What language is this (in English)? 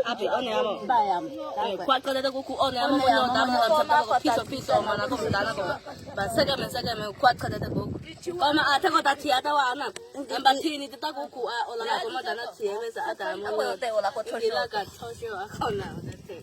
Mara Chin